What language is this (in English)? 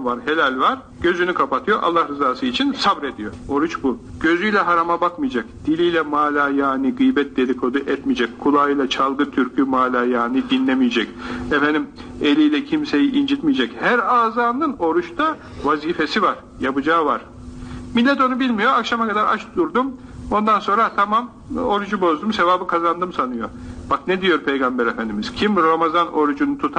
Turkish